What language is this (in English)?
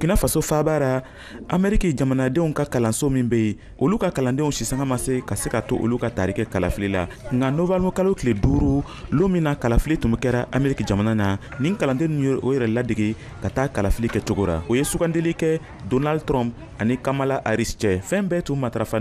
Bambara